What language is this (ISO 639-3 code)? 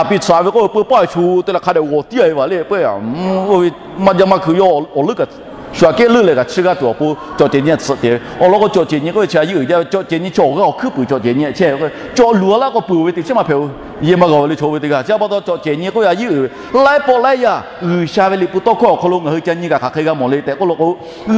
lhu